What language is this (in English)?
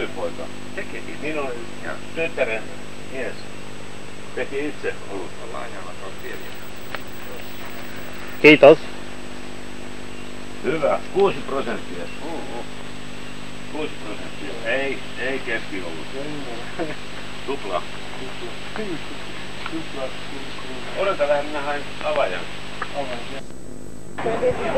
Finnish